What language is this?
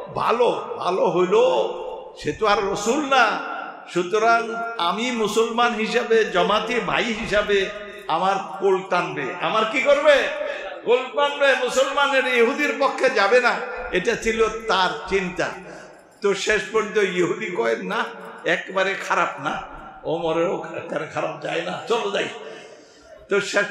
Bangla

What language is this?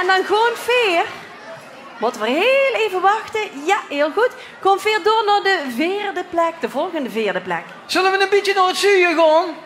Limburgish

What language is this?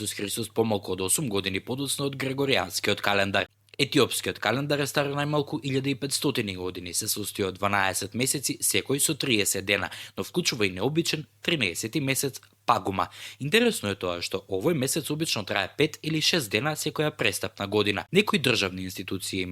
Macedonian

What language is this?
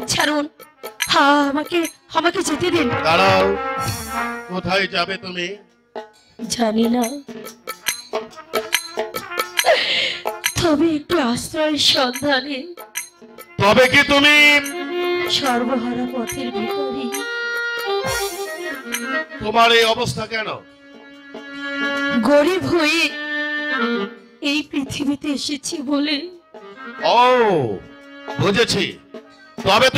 Bangla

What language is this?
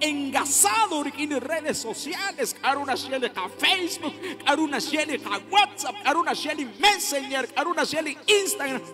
Kekchí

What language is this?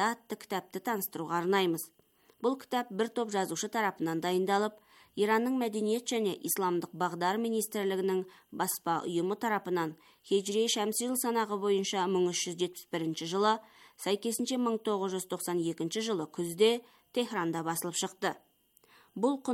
Kazakh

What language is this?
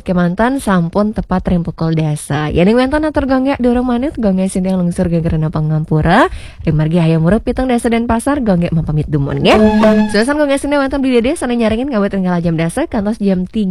Balinese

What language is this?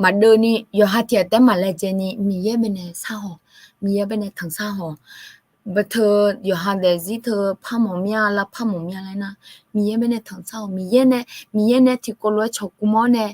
Akha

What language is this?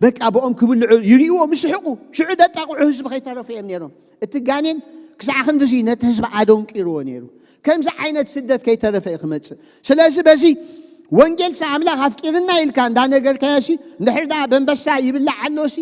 Tigrinya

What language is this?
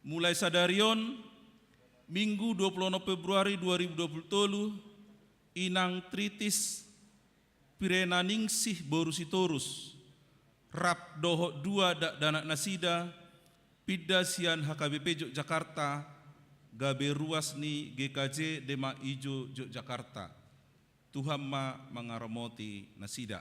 Batak Toba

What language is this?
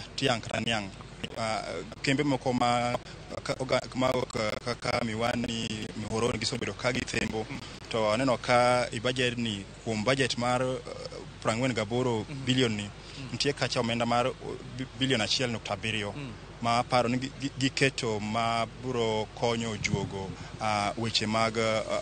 Luo (Kenya and Tanzania)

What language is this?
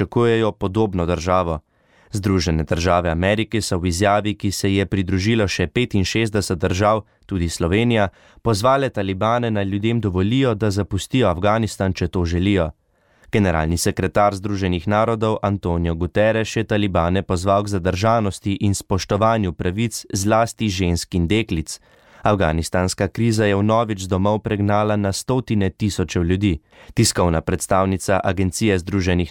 Slovenian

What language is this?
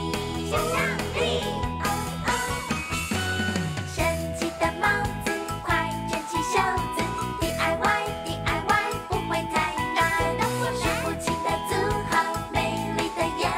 Chinese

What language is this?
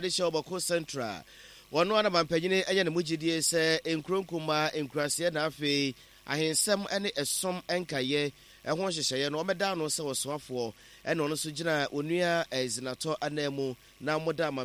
Akan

